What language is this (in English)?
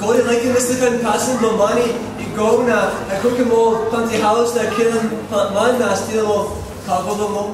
Tok Pisin